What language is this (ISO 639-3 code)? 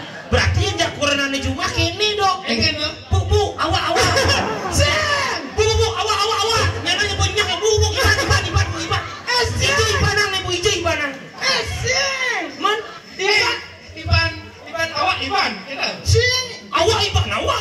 ban